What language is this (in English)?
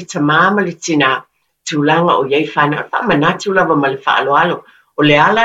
Samoan